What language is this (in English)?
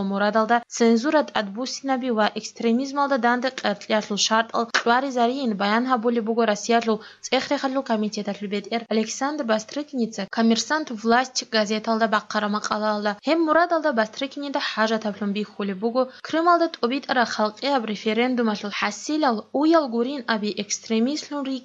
Avaric